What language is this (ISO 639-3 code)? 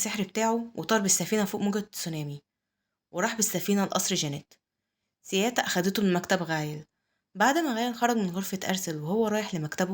arz